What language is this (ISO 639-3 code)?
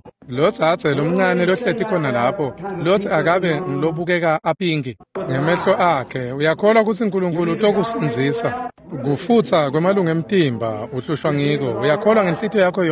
ssw